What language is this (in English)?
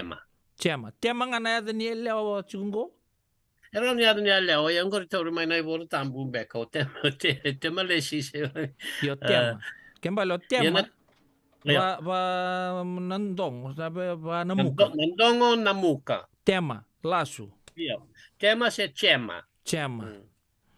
Fijian